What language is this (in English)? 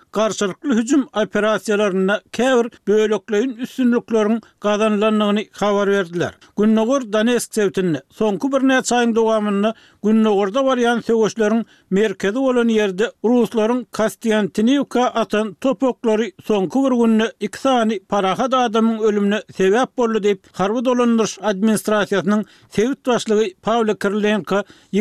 Turkmen